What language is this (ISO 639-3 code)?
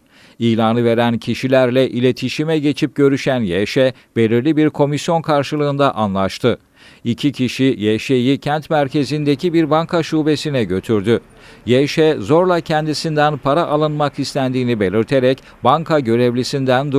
tur